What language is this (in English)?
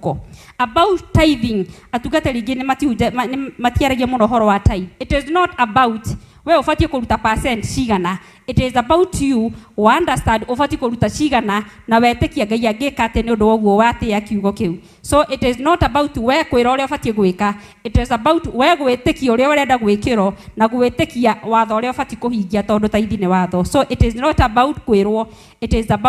Kikuyu